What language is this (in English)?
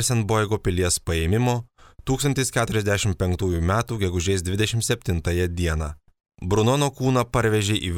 Lithuanian